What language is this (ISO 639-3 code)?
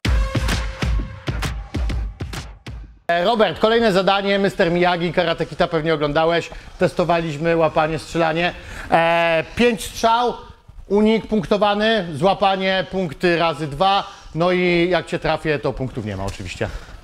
pol